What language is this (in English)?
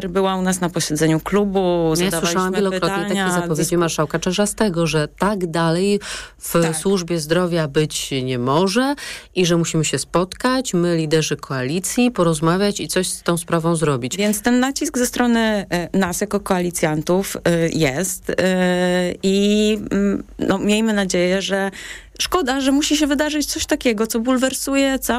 Polish